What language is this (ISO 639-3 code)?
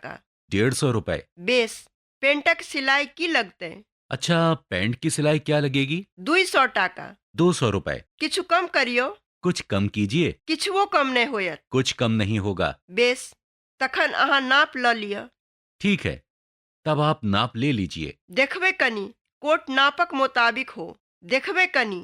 mai